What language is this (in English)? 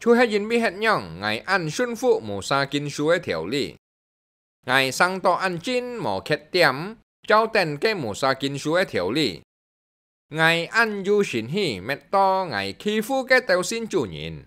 Hakka Chinese